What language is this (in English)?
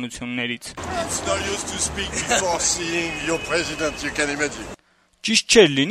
Armenian